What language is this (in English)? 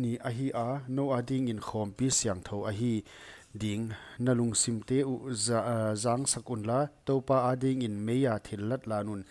Paite Chin